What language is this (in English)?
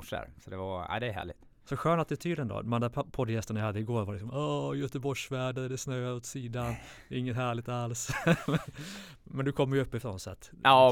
Swedish